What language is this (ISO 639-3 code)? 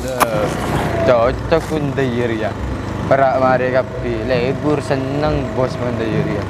mad